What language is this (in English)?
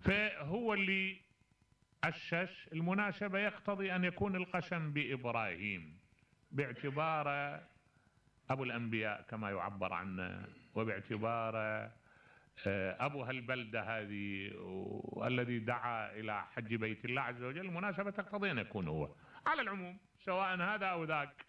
Mesopotamian Arabic